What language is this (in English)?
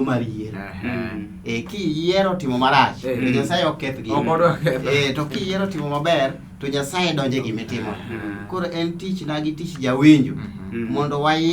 Luo (Kenya and Tanzania)